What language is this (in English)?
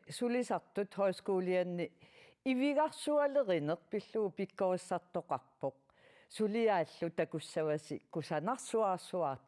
Kalaallisut